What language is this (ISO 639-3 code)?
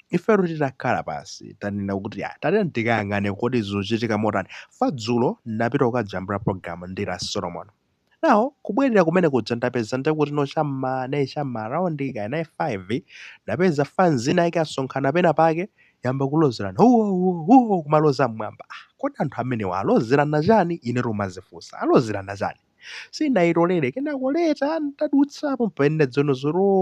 nya